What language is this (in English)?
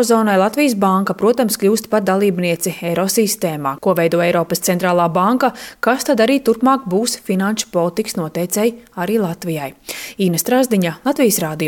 Latvian